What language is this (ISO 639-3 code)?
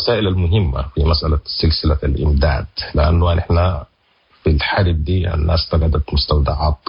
apd